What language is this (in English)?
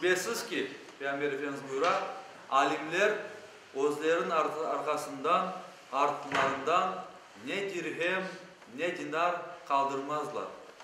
Crimean Tatar